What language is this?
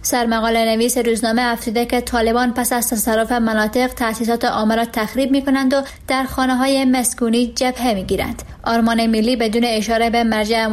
Persian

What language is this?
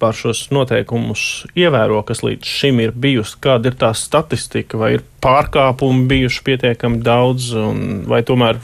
Latvian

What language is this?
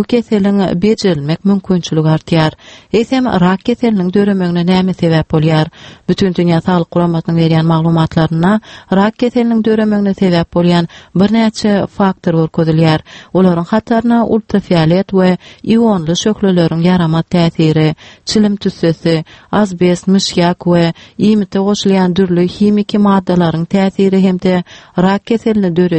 Turkmen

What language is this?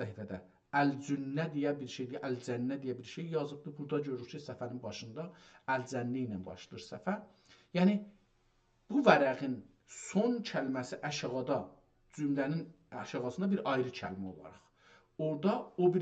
South Azerbaijani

